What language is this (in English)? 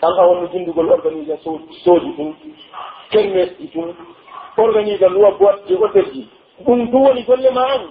Pular